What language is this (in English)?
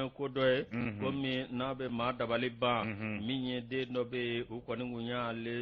Bambara